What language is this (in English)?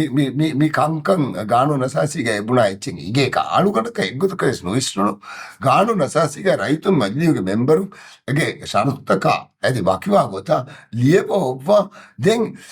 Divehi